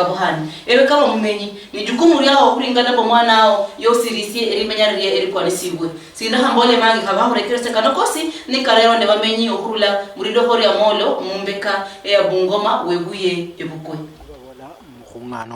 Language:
Luyia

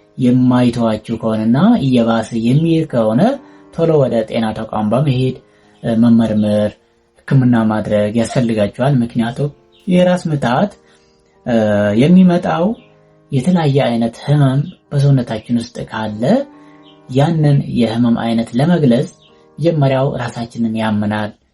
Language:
Amharic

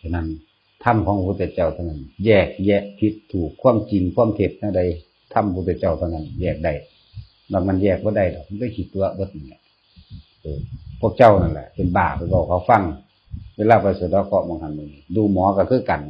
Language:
Northeastern Thai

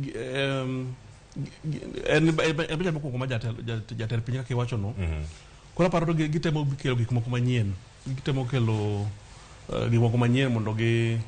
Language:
Luo (Kenya and Tanzania)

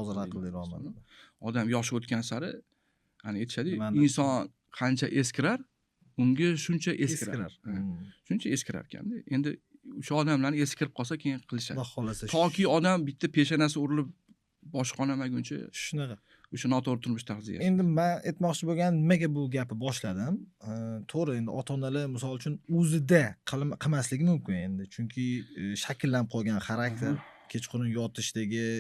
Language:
Uzbek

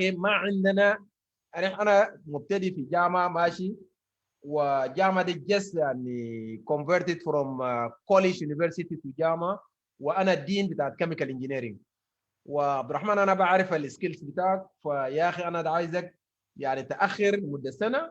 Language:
Sudanese Arabic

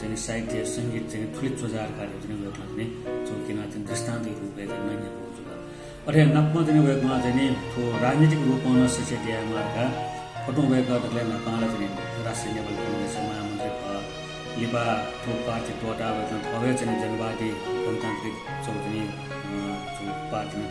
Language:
Newari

